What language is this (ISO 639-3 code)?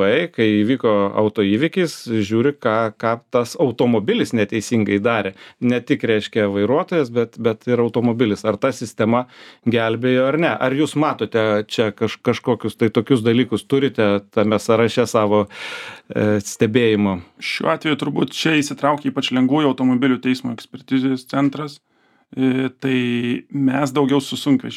lit